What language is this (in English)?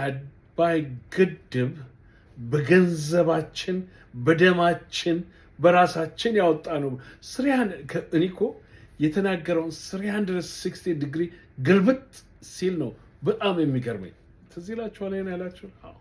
Amharic